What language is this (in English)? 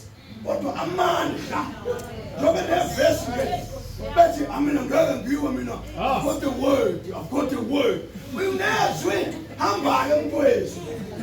Zulu